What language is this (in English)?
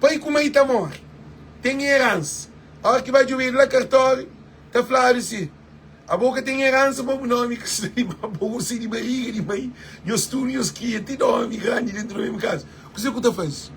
Kabuverdianu